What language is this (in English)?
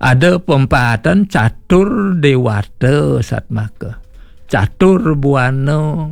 Balinese